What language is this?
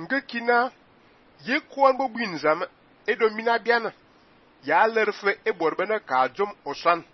Fang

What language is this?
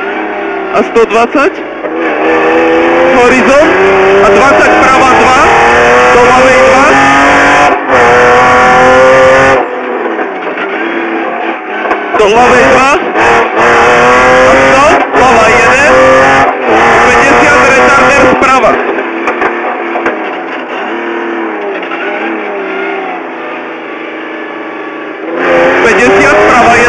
Slovak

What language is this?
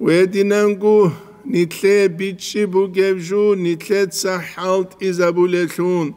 Avaric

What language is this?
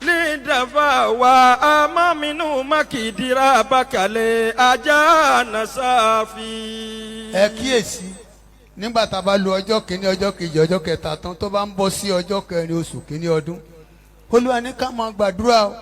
Yoruba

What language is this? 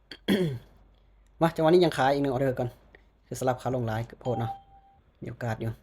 Lao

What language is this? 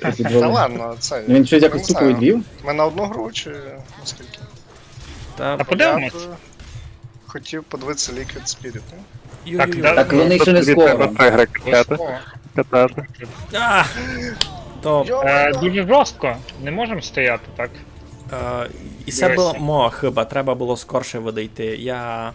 Rusyn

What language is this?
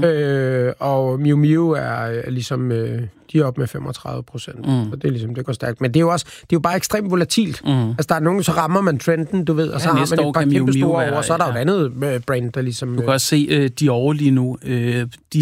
Danish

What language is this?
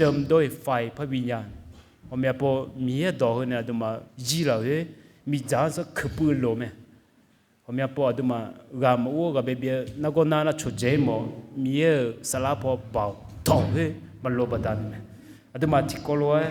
Akha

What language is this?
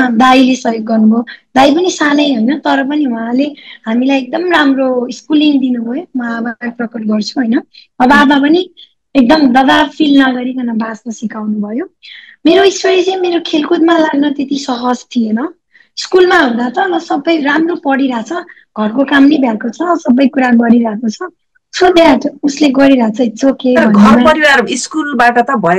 Nepali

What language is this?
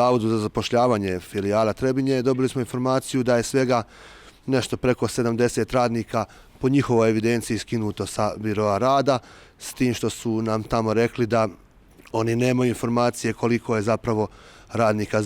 Bosnian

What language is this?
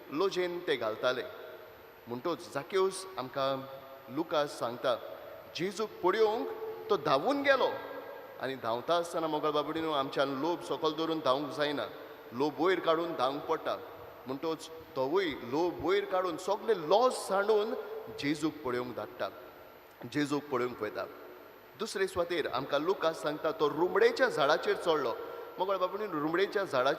Konkani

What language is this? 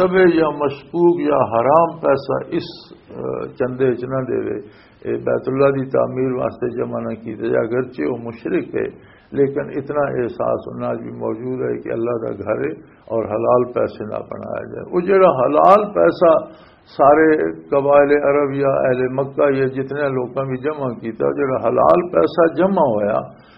Western Panjabi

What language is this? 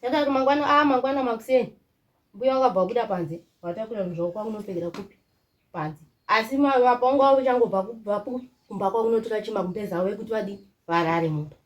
Shona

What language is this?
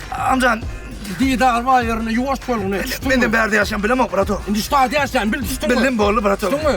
Turkmen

